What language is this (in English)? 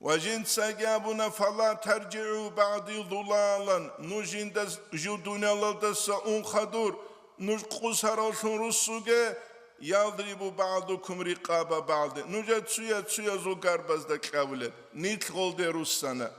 Avaric